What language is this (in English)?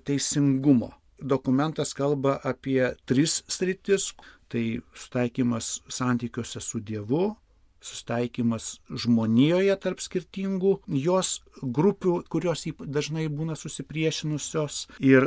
Lithuanian